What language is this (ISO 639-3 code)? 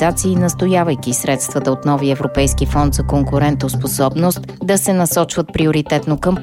bul